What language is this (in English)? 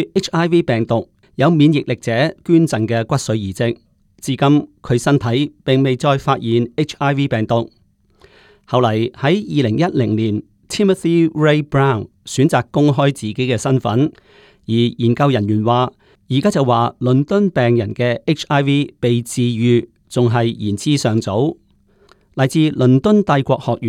Cantonese